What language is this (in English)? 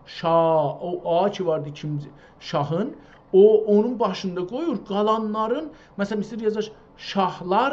South Azerbaijani